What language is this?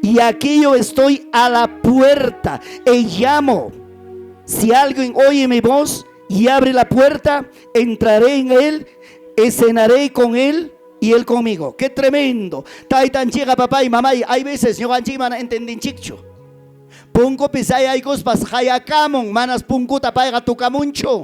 Ayacucho Quechua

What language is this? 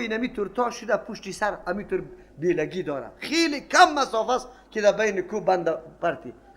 Persian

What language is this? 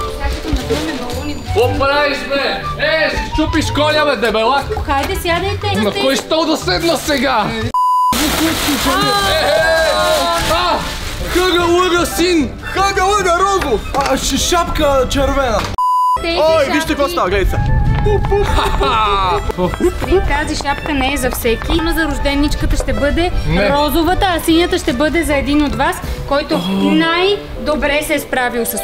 Bulgarian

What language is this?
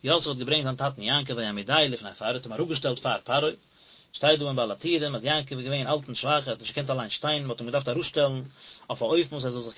Yiddish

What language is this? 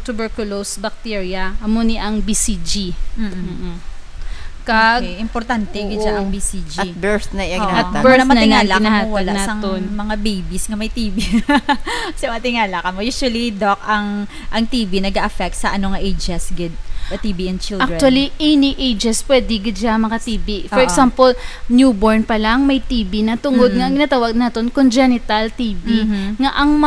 Hiligaynon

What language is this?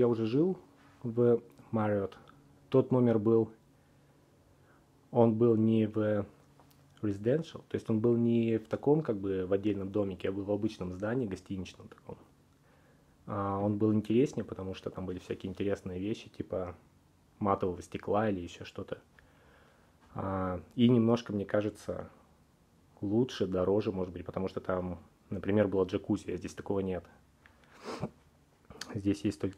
Russian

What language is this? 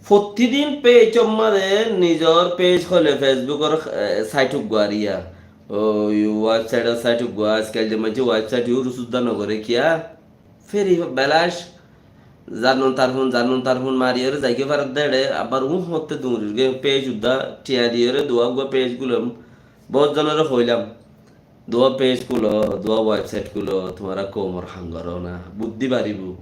Rohingya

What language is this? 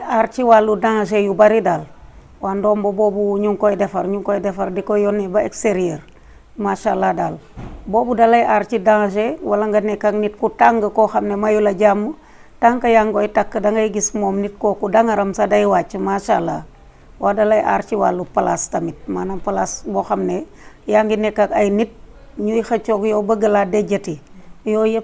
Wolof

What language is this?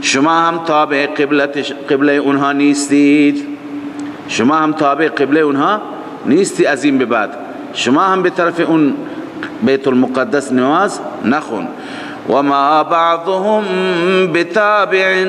Persian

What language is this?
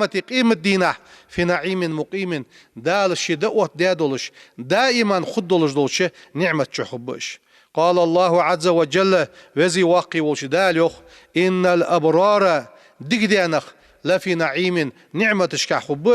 Ingush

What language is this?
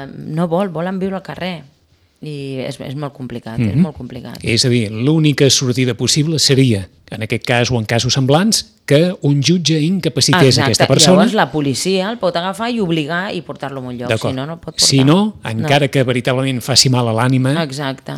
Catalan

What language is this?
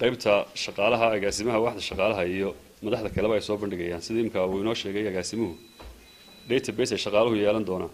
Somali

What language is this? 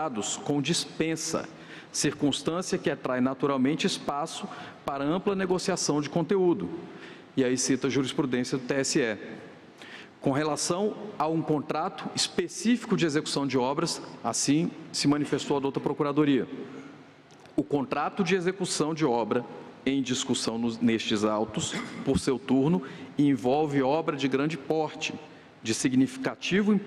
Portuguese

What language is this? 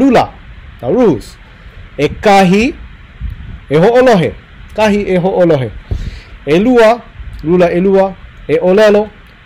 Hawaiian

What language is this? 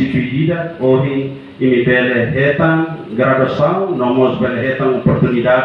Tetum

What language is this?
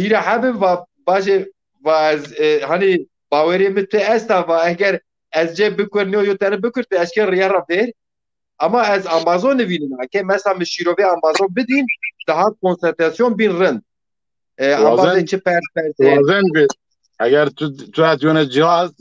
Zaza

